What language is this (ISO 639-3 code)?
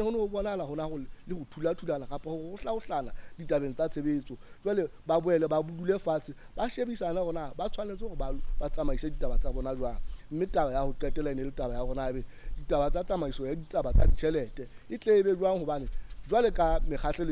sot